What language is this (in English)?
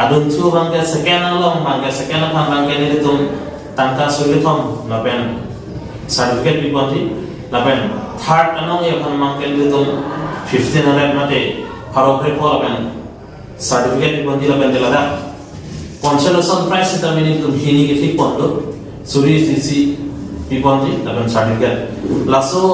Karbi